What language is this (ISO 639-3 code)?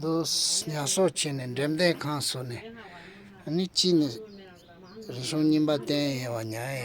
bod